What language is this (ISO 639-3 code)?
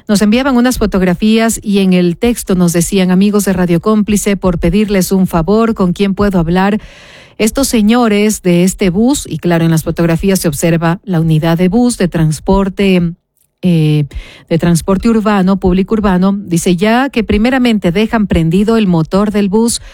spa